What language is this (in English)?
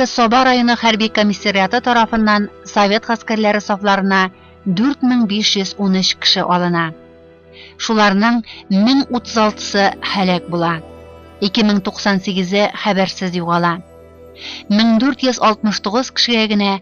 Tatar